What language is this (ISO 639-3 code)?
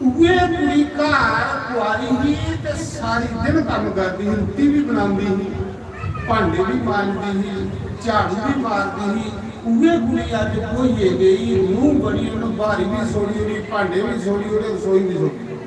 doi